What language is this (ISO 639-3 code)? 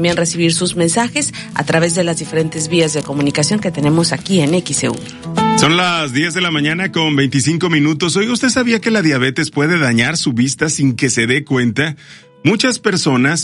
spa